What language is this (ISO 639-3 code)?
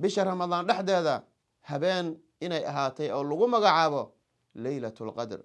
som